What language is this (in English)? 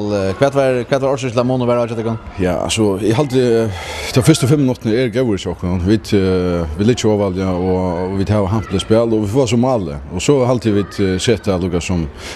Faroese